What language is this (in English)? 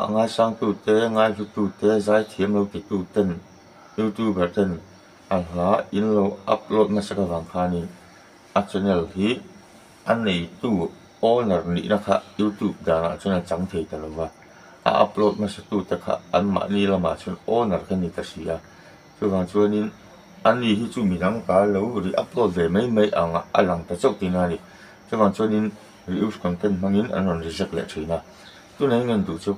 Mizo